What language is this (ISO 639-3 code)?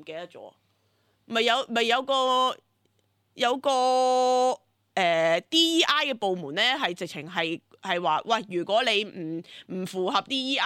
yue